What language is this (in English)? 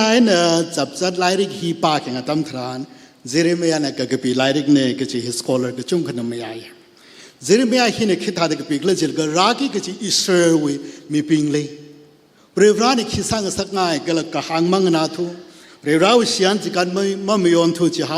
Tangkhul Naga (India)